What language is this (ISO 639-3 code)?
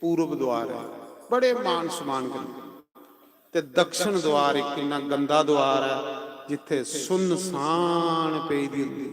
doi